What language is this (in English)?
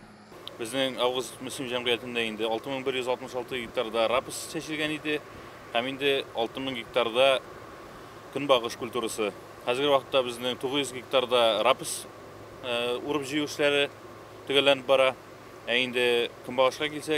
Tatar